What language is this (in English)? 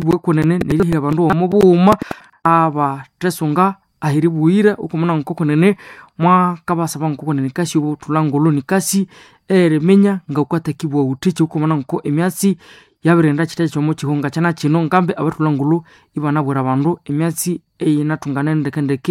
Nande